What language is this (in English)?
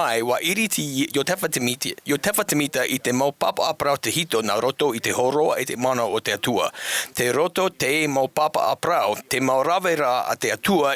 Tahitian